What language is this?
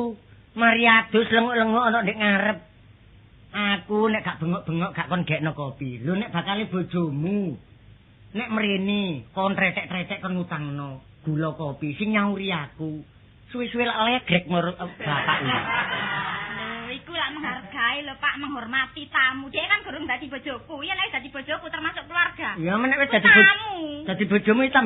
Javanese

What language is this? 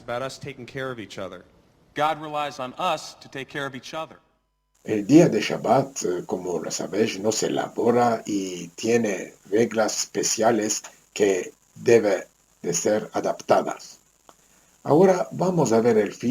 Ladino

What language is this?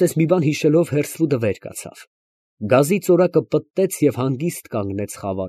Armenian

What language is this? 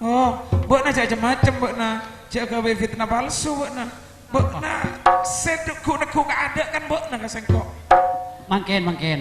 Madurese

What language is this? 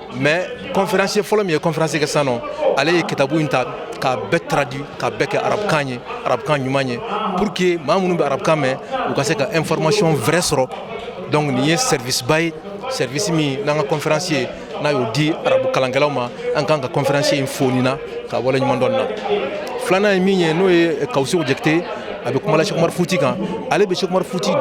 Bambara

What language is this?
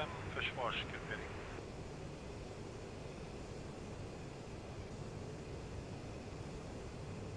Swedish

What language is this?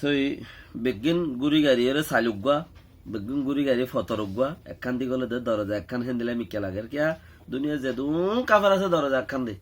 Rohingya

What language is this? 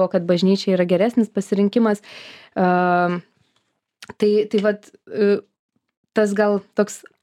Lithuanian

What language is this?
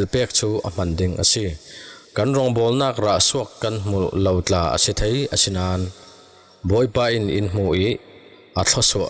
Falam Chin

